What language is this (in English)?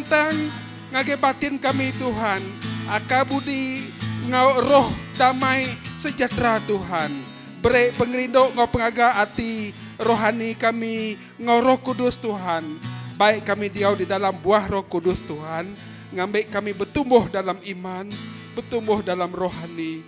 Iban